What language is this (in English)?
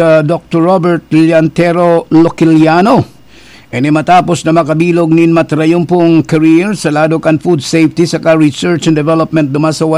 Bikol